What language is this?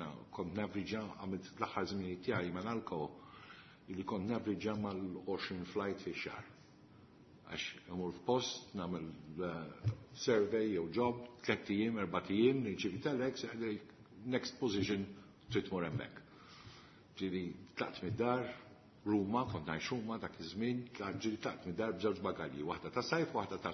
Maltese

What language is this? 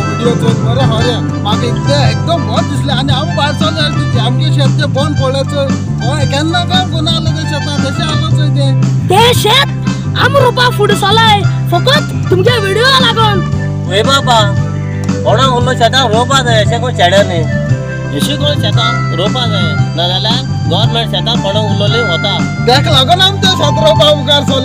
Konkani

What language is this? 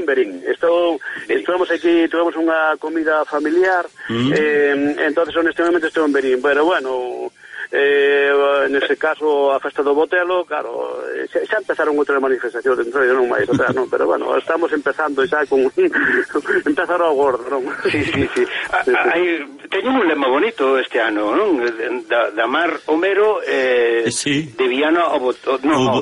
Galician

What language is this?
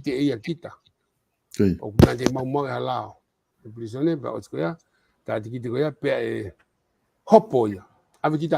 Tongan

